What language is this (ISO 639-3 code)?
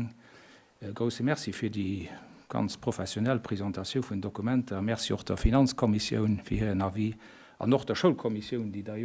ltz